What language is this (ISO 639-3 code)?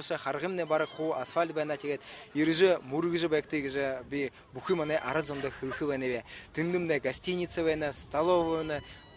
bua